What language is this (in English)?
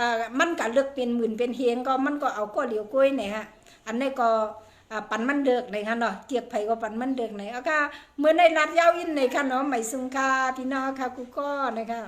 Shan